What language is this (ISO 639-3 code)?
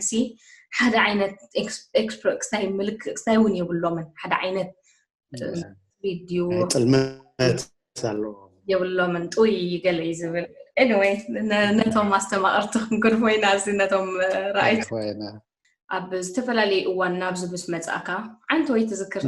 tir